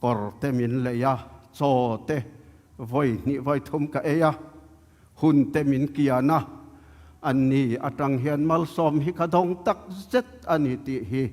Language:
Tedim Chin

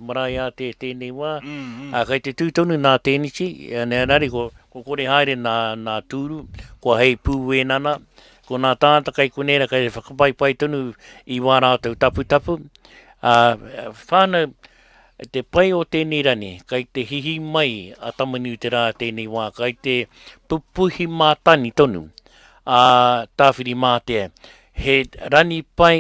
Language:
Māori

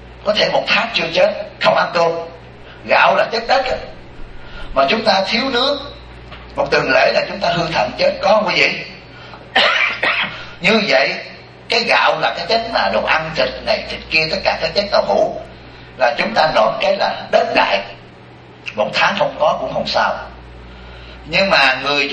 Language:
Vietnamese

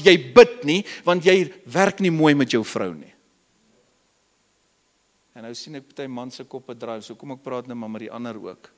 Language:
Afrikaans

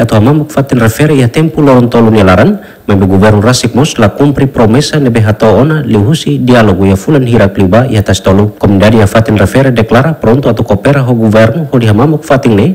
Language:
Tetum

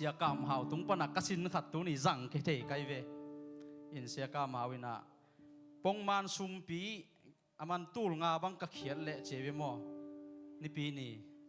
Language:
Tedim Chin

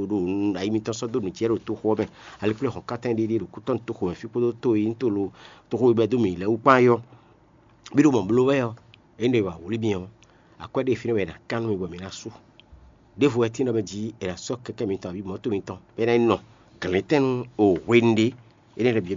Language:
Fon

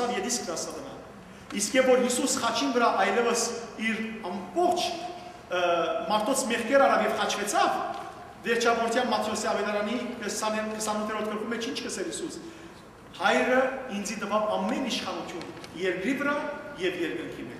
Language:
Western Armenian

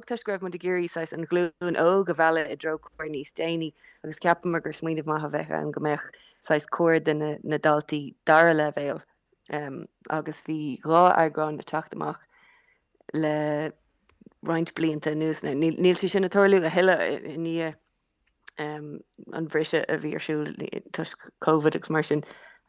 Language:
Irish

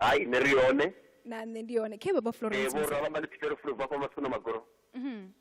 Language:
Venda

